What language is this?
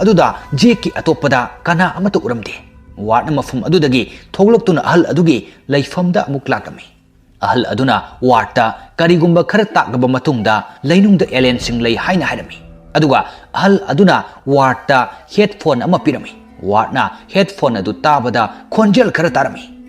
Manipuri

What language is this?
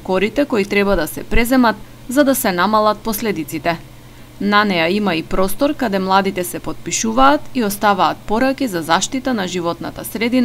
Macedonian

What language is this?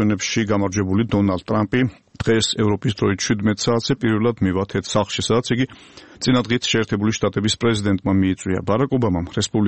Georgian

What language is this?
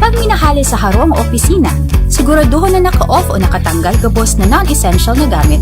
Bikol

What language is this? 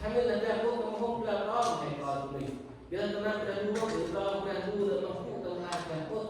Central Mnong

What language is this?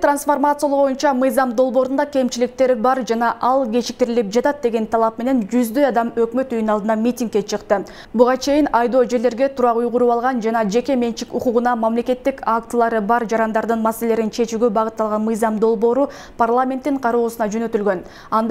Kyrgyz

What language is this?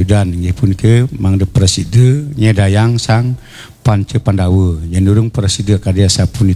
Balinese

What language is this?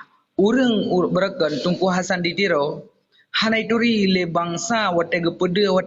Achinese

